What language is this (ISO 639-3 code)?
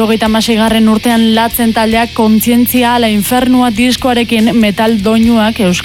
eus